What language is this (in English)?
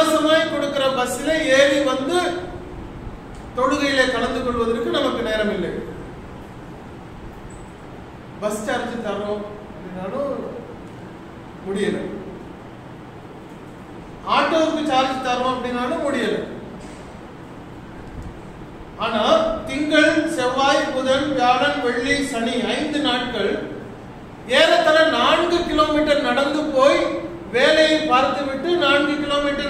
Tamil